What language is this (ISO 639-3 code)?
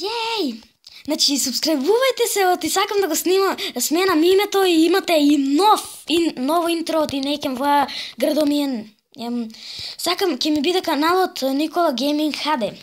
mkd